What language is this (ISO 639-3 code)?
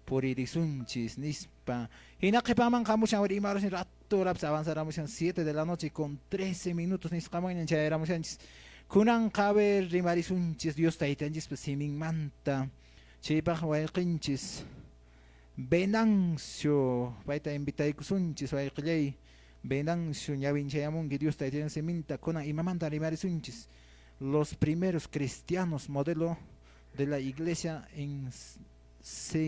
que